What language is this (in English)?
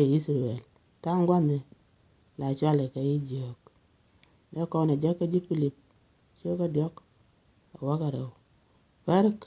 Nuer